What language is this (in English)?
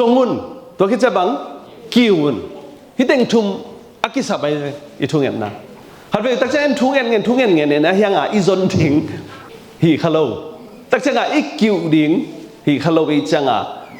Tedim Chin